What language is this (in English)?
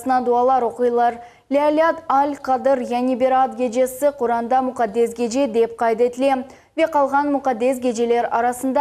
Crimean Tatar